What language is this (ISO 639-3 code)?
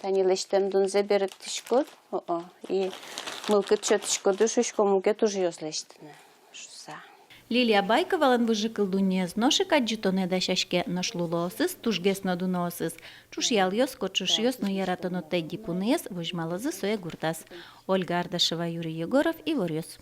udm